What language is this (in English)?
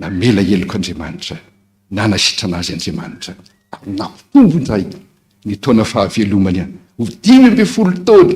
Malagasy